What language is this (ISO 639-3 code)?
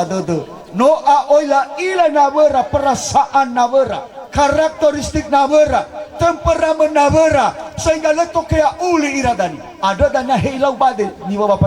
nia